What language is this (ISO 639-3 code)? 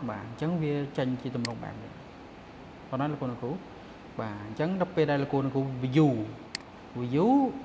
khm